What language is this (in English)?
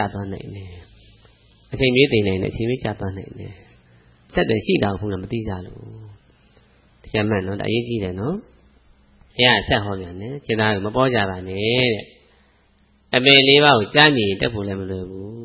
Burmese